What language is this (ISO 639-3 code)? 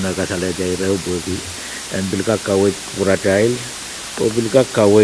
pon